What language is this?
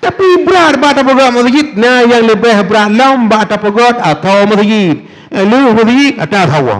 Achinese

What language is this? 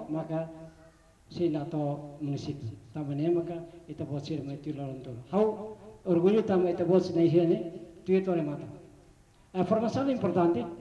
Tetum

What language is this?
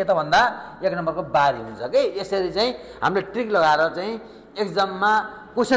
Nepali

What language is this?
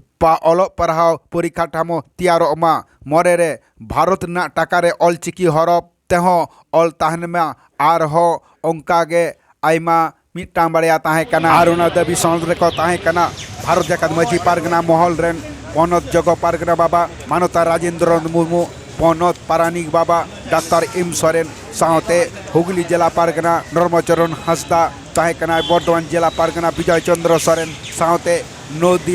Santali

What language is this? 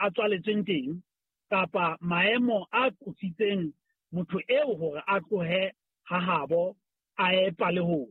Southern Sotho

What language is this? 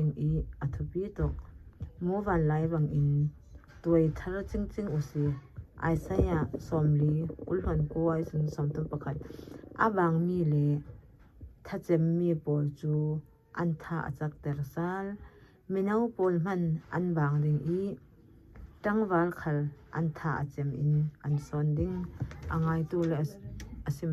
Falam Chin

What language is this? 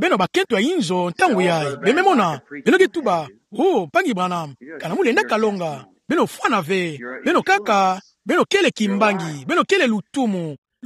Kituba (Democratic Republic of Congo)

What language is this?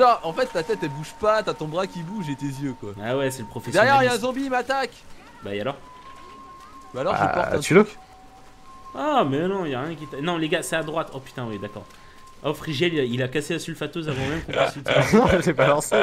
French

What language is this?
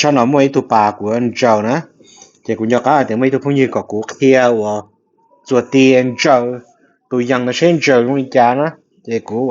Hmong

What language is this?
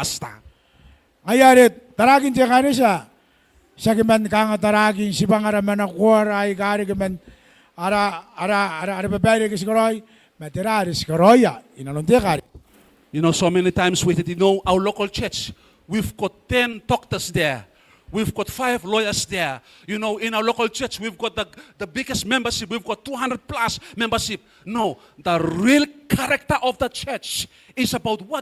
Gilbertese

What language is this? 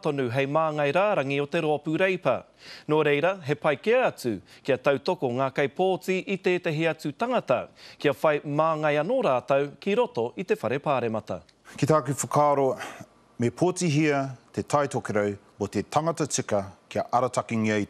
Māori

